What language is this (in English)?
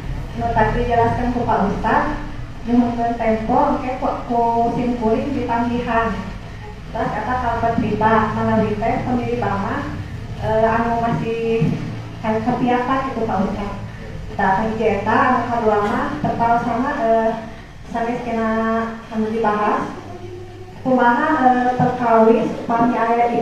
Sundanese